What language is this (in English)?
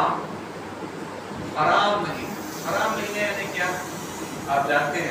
Urdu